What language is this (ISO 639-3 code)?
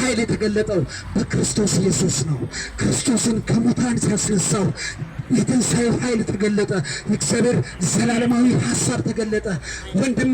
amh